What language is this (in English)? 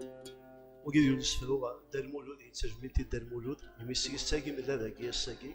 Kabyle